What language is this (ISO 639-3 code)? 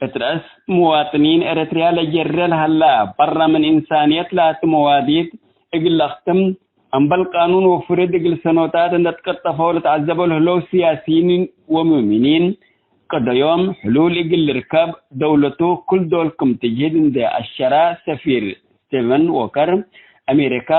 tig